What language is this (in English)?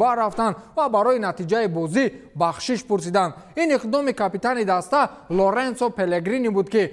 Tajik